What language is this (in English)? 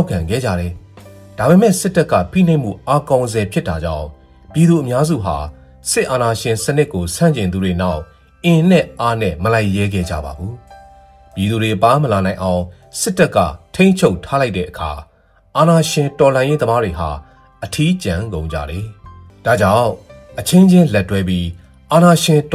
Burmese